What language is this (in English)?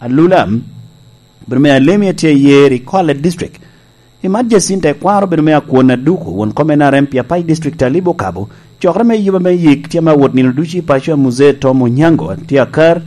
Lango (Uganda)